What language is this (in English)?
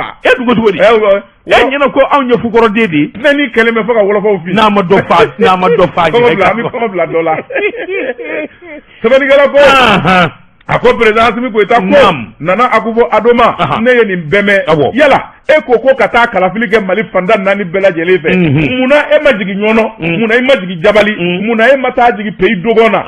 Bambara